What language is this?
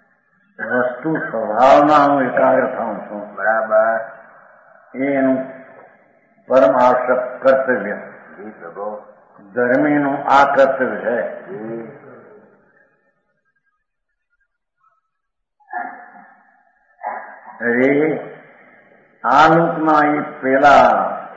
Gujarati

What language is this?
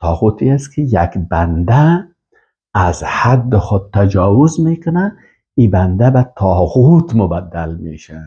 Persian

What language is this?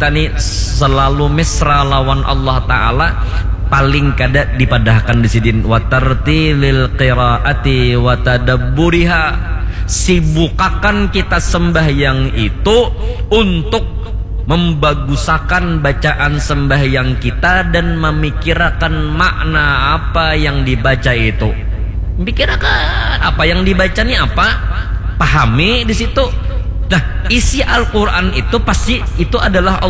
Banjar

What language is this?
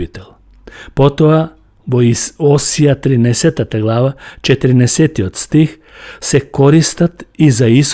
Macedonian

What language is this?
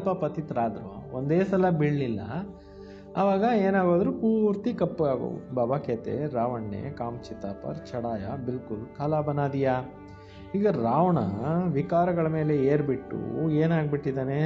Kannada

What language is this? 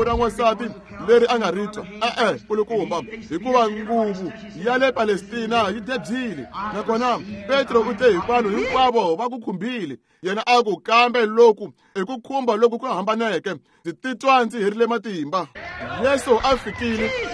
Tsonga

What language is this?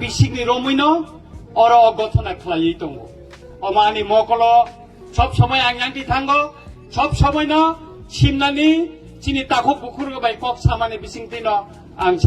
Kok Borok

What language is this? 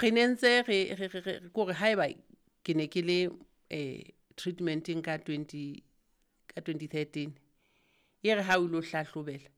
Southern Sotho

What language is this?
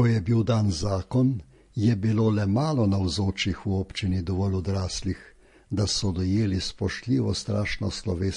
Slovenian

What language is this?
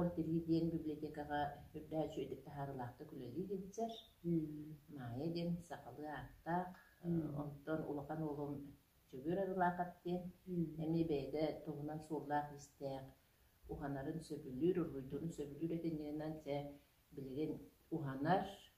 Yakut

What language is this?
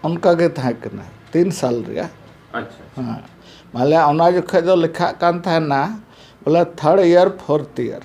Santali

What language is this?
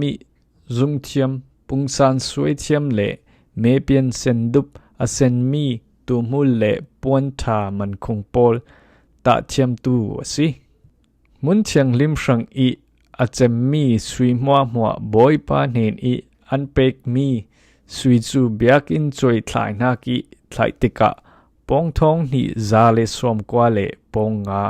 Falam Chin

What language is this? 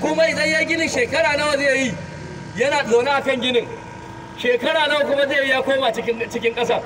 Hausa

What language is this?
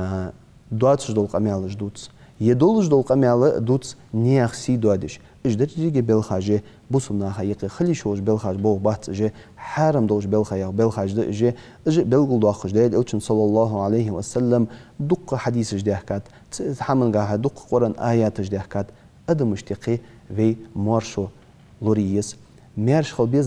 Ingush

